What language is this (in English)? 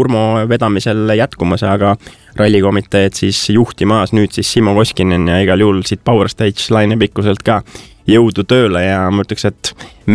Estonian